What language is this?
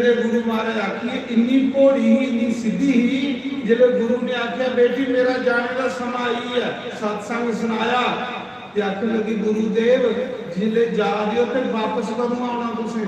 Dogri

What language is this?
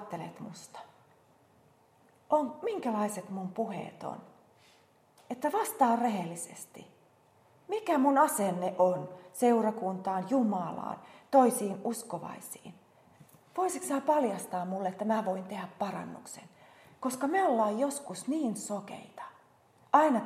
Finnish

